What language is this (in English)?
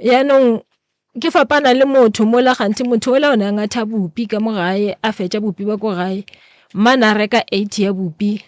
Northern Sotho